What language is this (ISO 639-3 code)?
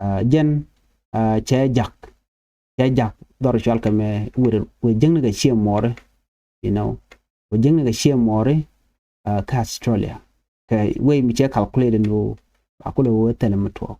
nus